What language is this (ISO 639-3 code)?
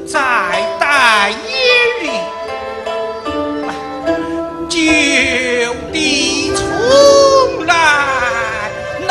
zho